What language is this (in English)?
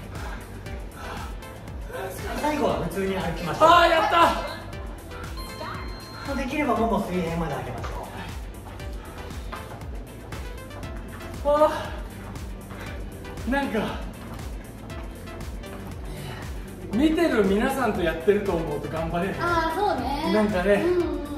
Japanese